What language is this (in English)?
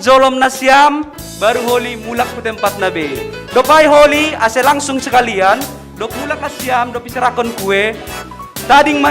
Batak Simalungun